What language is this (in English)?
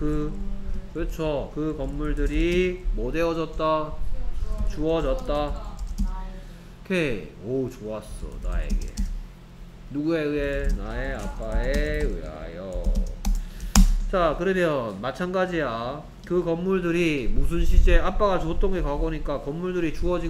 Korean